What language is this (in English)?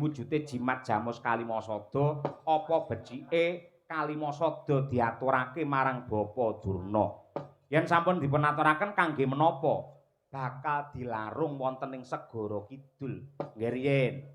Javanese